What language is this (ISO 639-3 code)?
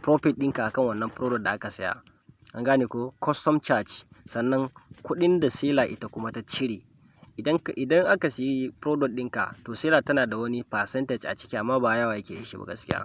hau